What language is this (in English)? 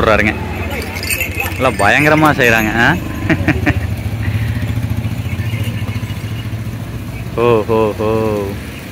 Tamil